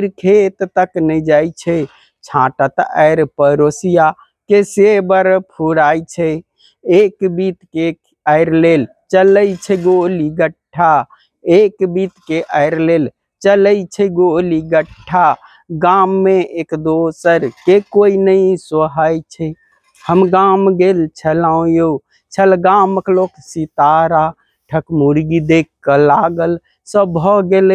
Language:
Maithili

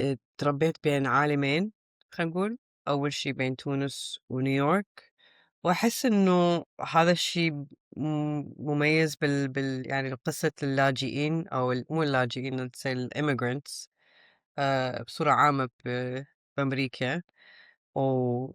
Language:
Mesopotamian Arabic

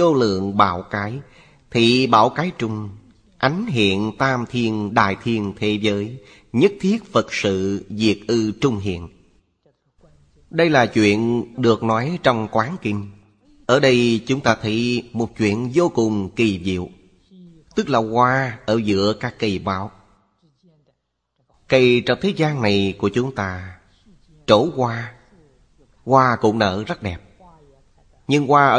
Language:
Vietnamese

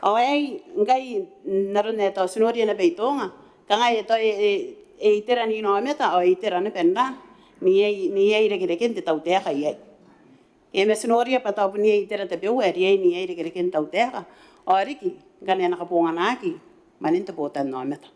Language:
Gilbertese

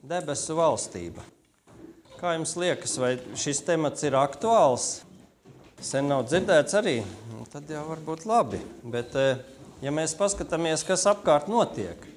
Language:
Latvian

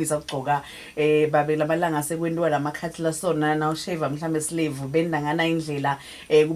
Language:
Zulu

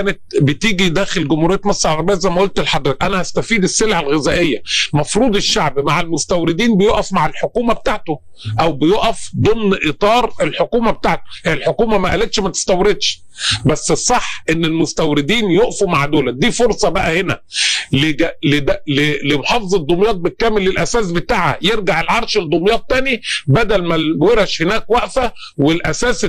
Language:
Egyptian Arabic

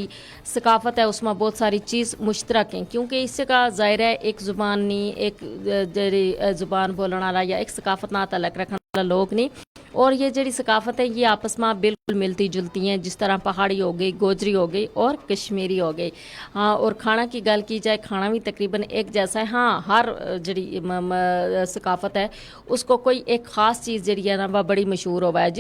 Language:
Gujari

